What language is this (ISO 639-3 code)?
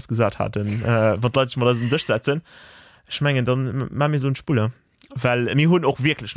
ltz